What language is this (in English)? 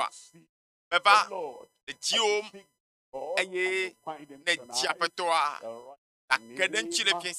Ewe